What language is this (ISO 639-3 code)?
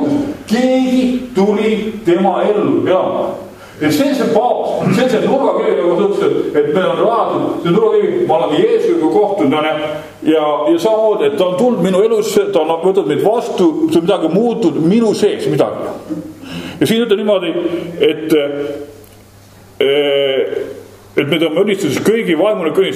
est